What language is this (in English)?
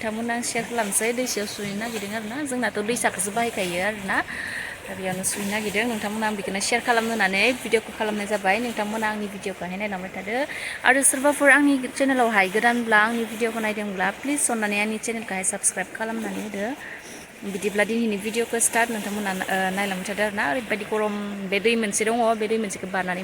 Bodo